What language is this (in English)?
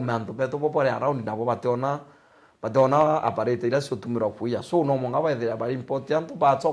Meru